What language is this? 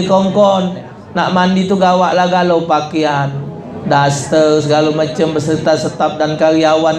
Musi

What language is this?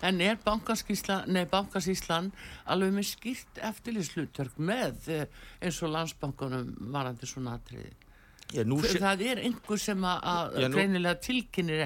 Icelandic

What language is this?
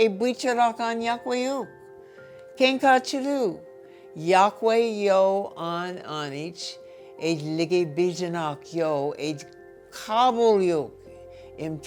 Marshallese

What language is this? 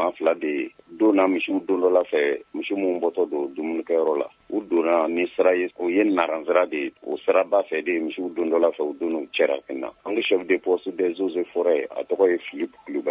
Bambara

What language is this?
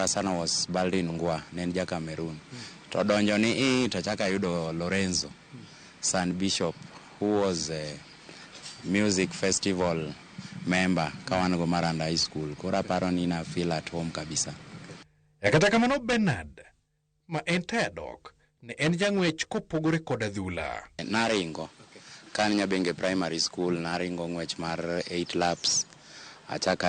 Luo (Kenya and Tanzania)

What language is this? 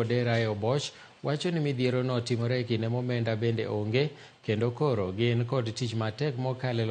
Luo (Kenya and Tanzania)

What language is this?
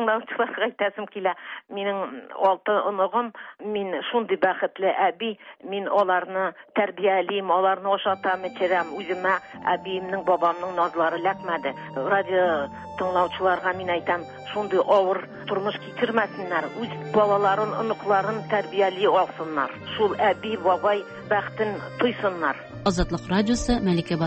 Tatar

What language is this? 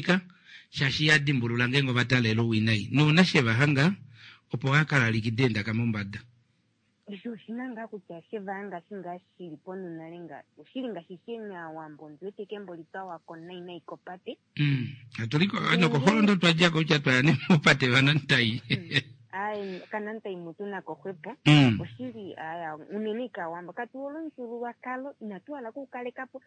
Kuanyama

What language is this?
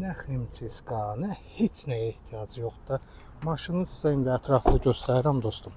Azerbaijani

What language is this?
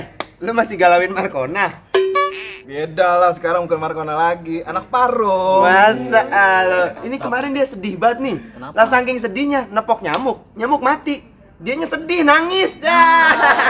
Betawi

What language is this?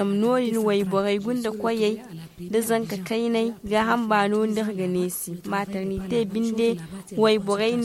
Zarma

